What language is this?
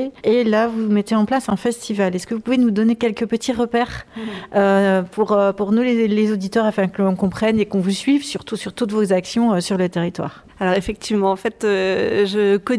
French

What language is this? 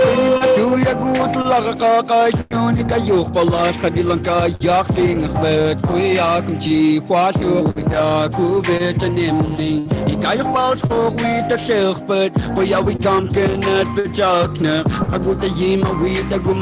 Inuktitut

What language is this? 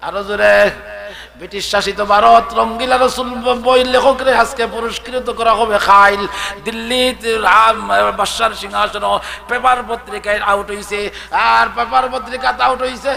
Sylheti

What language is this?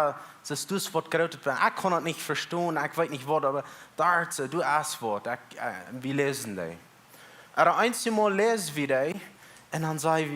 Plautdietsch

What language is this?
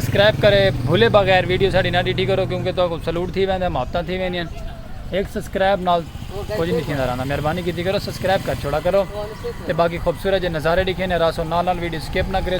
Saraiki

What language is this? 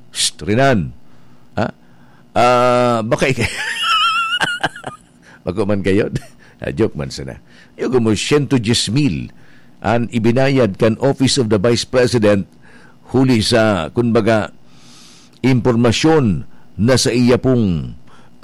Bikol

